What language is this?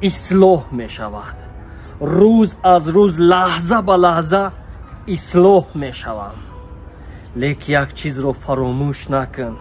Tajik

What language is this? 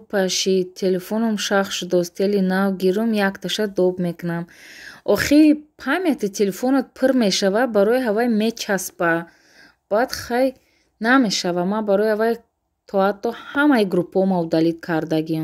Tajik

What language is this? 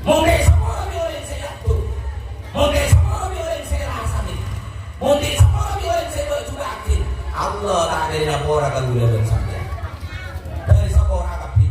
Madurese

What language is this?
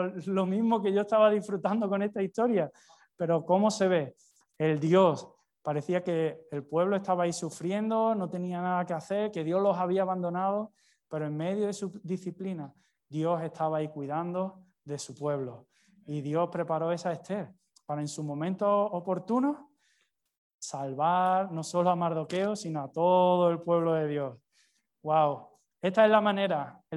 Spanish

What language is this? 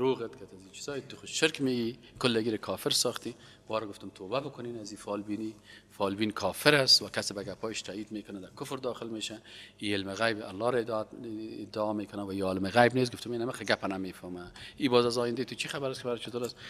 Persian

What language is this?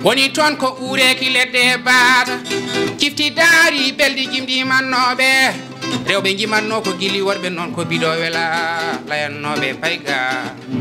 Fula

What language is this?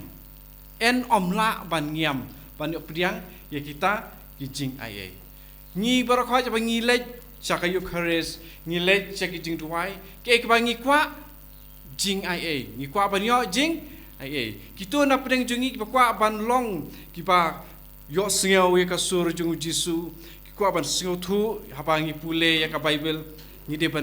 Khasi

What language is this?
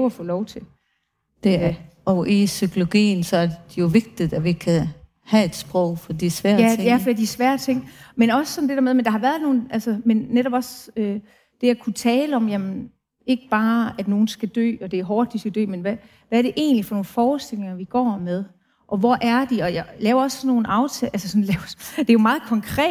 Danish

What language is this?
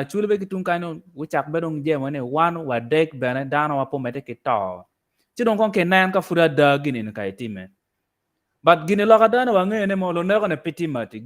Acoli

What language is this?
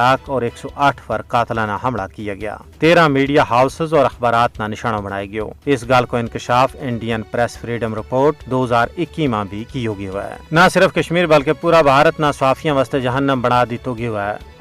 Gujari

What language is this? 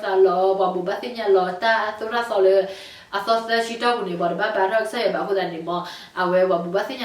S'gaw Karen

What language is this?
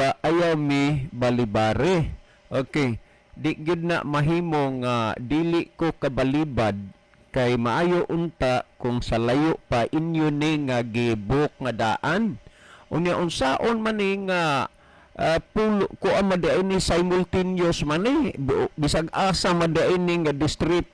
Cebuano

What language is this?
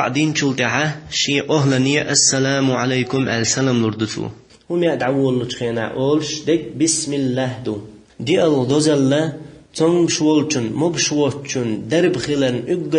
Chechen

